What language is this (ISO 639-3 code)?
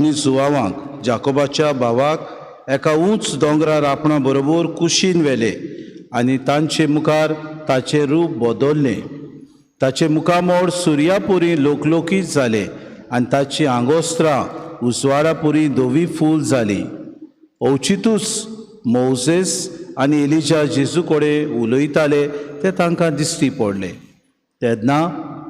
kok